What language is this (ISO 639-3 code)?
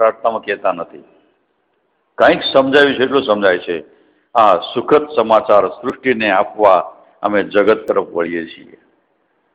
guj